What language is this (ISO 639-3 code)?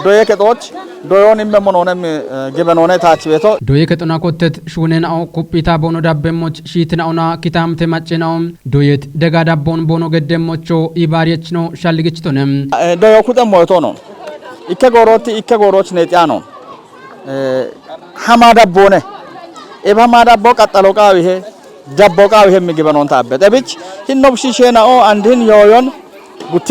kbr